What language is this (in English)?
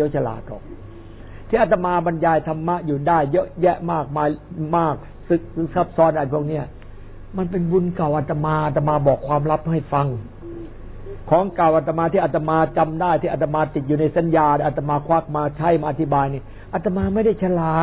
Thai